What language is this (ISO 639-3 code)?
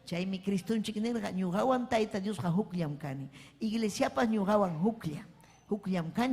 quy